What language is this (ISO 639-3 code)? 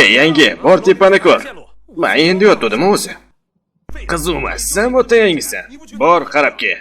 uzb